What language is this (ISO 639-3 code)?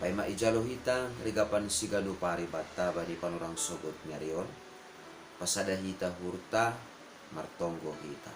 bts